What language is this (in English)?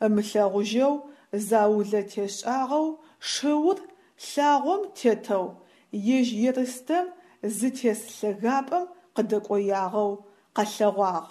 Adyghe